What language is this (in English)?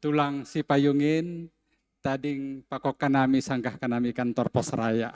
Batak Simalungun